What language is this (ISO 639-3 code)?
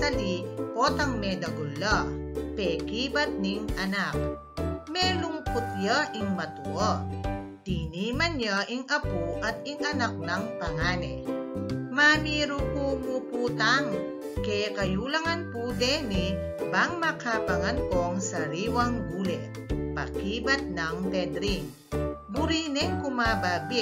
pam